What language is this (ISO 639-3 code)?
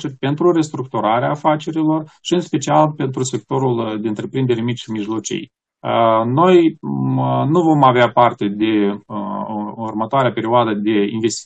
ron